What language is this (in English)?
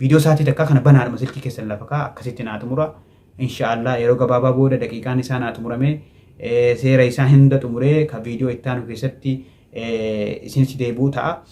Oromo